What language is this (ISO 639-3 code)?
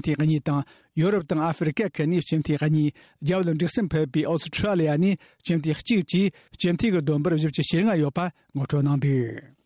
bod